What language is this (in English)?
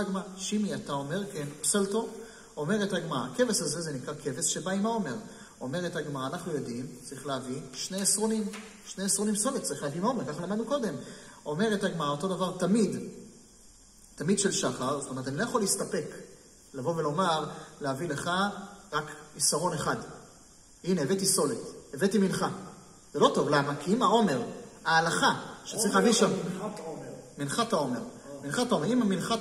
Hebrew